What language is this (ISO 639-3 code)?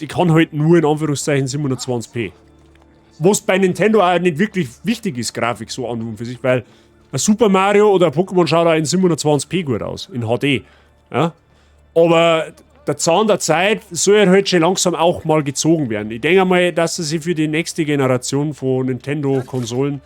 bar